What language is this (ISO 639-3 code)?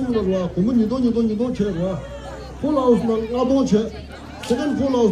bod